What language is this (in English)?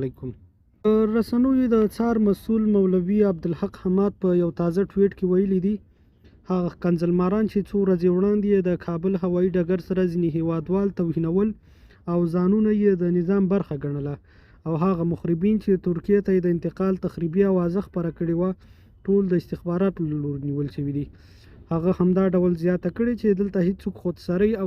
Pashto